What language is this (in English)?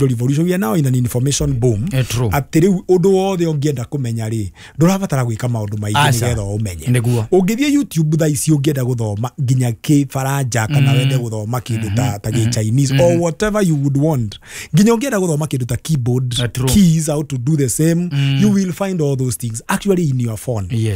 Kikuyu